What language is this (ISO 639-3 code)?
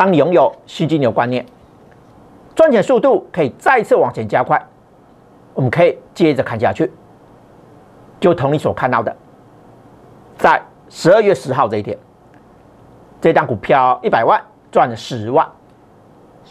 zho